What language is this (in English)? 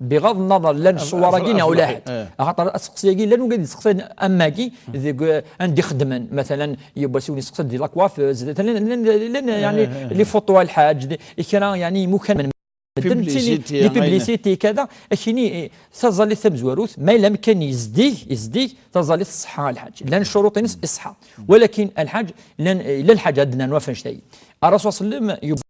Kabyle